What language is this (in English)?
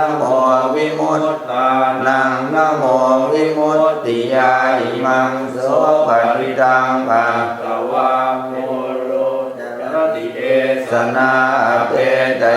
Pali